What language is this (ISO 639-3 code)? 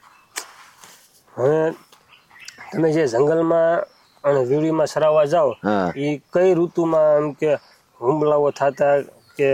guj